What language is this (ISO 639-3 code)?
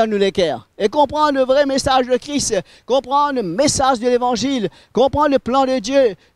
mfe